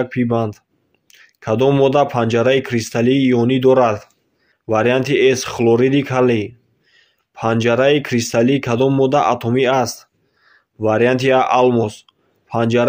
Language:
Tajik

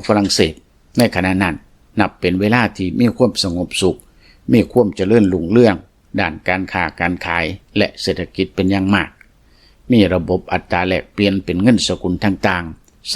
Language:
Lao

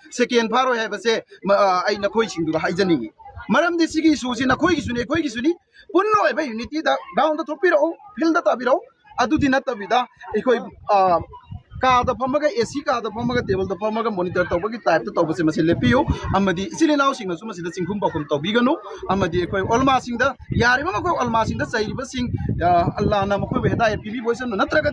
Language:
Manipuri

